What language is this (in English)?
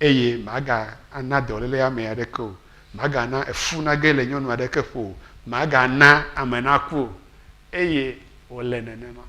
Ewe